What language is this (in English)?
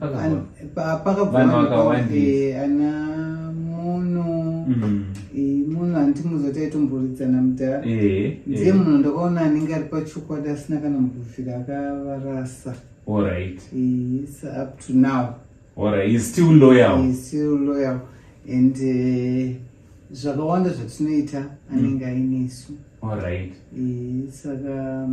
Shona